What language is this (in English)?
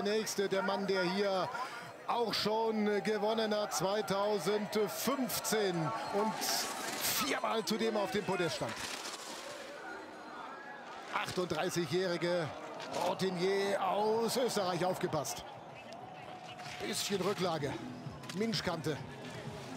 German